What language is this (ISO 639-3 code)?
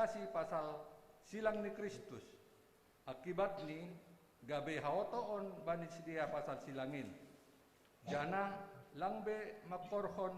bts